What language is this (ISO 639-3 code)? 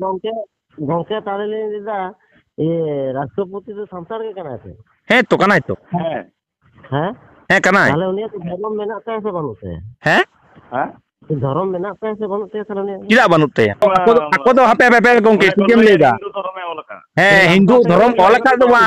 sat